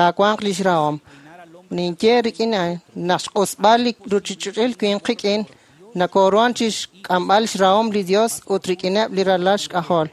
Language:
Kekchí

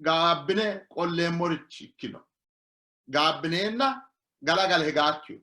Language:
Sidamo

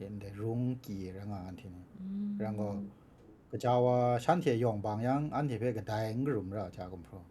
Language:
Kachin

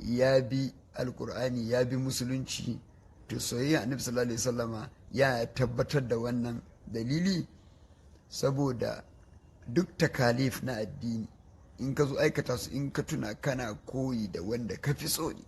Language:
Hausa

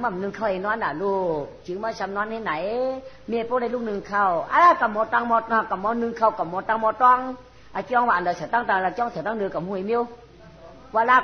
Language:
Shan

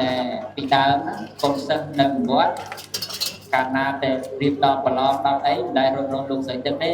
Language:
Khmer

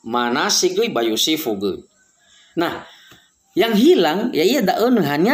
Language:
Nias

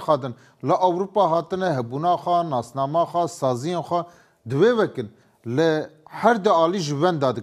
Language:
Kurdish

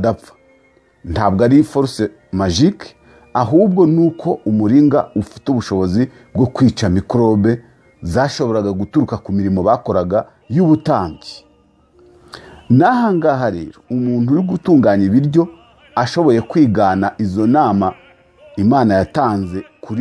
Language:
Kinyarwanda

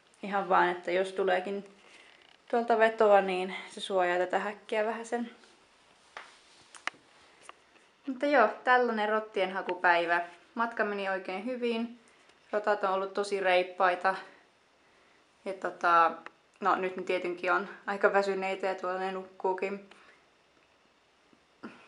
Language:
Finnish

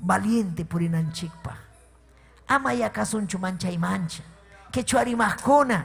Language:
Ayacucho Quechua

